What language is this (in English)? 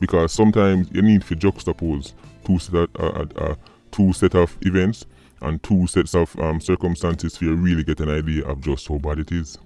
Jamaican Creole English